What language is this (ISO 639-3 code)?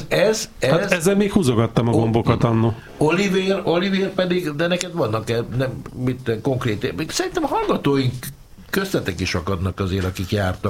hun